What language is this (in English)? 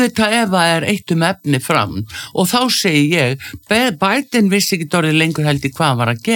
Icelandic